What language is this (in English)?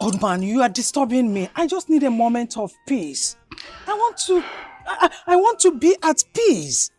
Nigerian Pidgin